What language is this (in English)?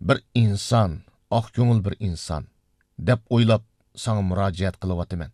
Uyghur